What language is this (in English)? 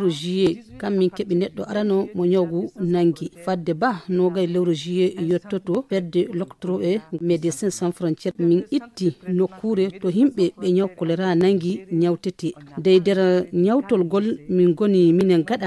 Fula